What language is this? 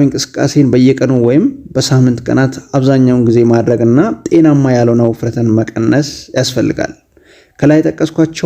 Amharic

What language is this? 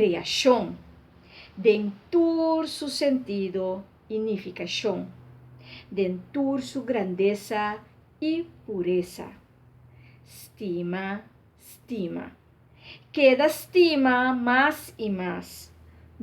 Papiamento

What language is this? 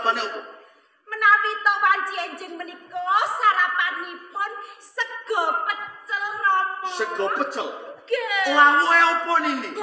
Javanese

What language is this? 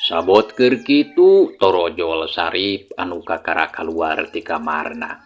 Sundanese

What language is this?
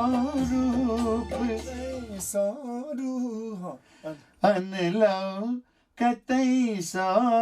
Maithili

